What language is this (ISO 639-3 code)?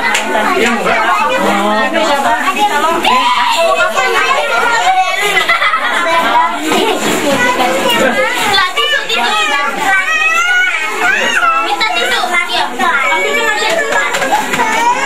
ind